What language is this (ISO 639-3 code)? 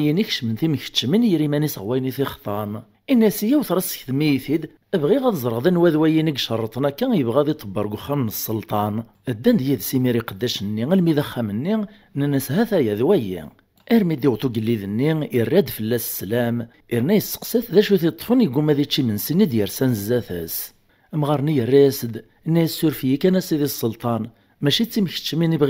kab